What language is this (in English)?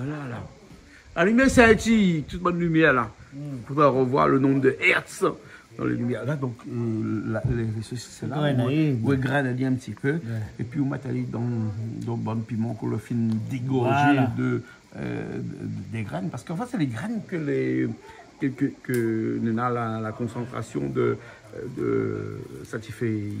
Réunion Creole French